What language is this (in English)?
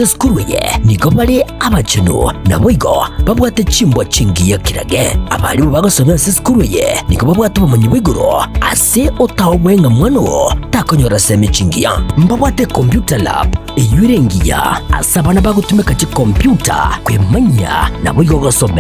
Gusii